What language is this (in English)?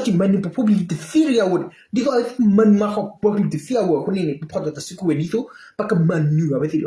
S'gaw Karen